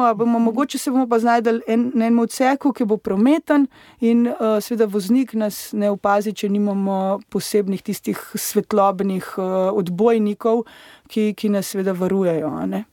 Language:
Slovenian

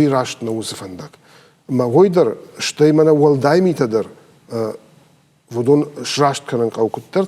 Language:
Ossetic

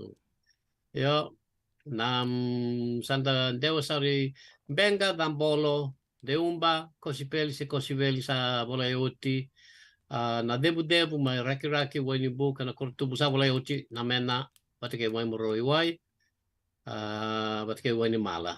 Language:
Fijian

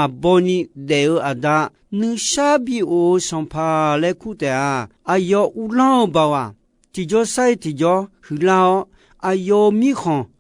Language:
Akha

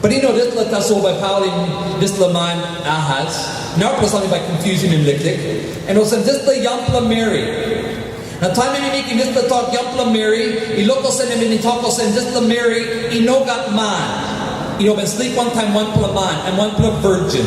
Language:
Tok Pisin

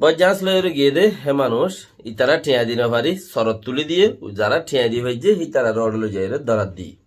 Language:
Rohingya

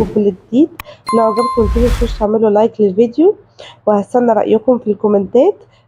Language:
Egyptian Arabic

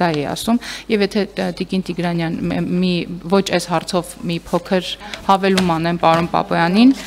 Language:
Armenian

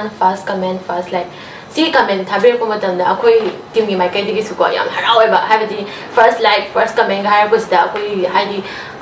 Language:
Manipuri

